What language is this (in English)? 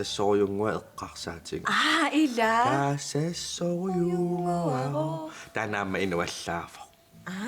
Kalaallisut